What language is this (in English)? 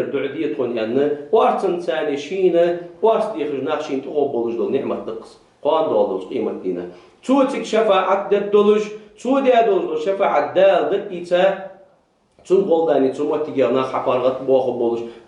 Ingush